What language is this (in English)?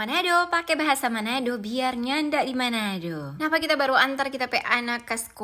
Manado Malay